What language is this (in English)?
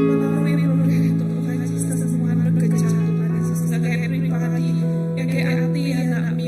Iban